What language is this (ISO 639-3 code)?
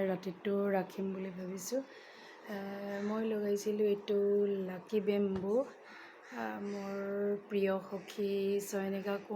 asm